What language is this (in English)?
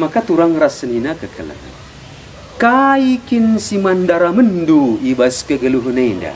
Batak Karo